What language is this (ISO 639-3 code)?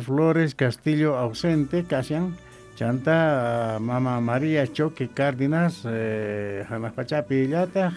que